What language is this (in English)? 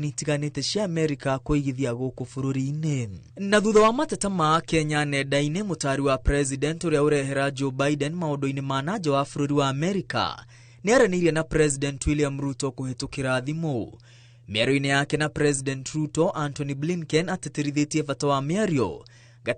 Kikuyu